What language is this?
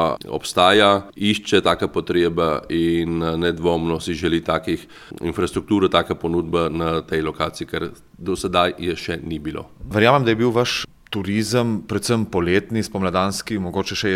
Slovenian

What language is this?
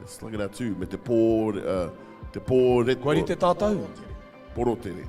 Māori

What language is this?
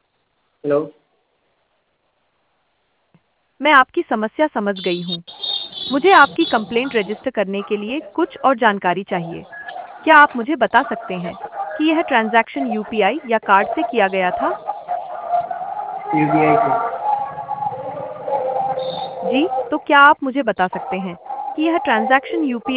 Hindi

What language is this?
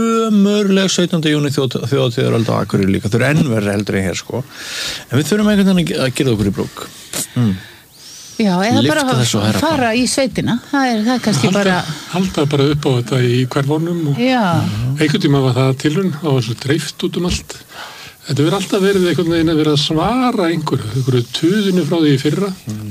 Icelandic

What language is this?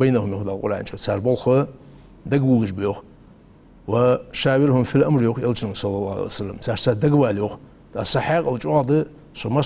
Ingush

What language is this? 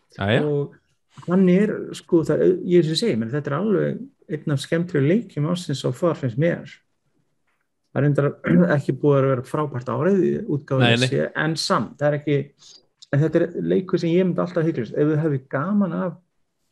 Icelandic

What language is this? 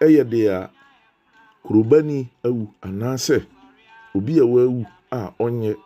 Akan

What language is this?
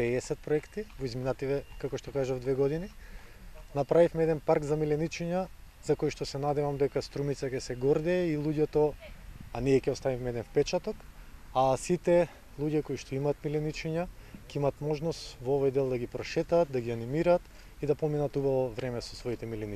Macedonian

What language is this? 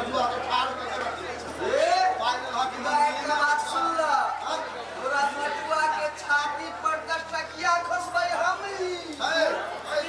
Maithili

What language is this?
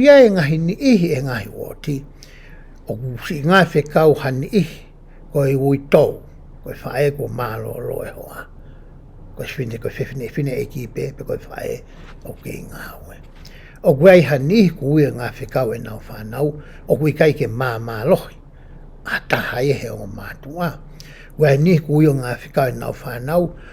Tongan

